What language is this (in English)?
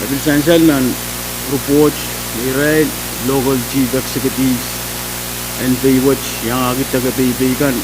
Pohnpeian